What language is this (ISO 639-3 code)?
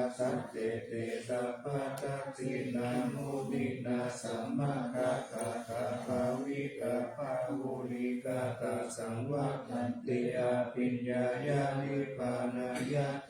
pli